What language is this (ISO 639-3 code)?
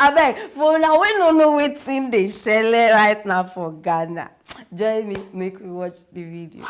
pcm